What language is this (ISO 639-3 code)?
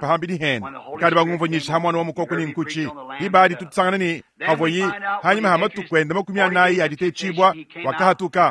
lua